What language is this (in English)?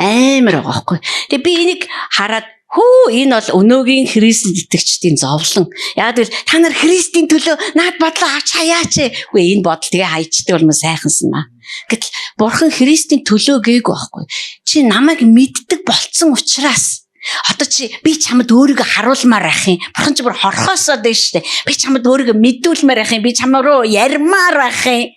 Mongolian